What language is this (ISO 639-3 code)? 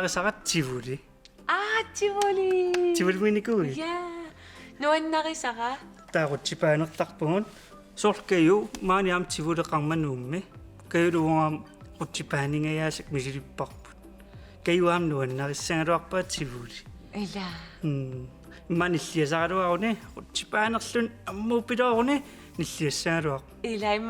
kal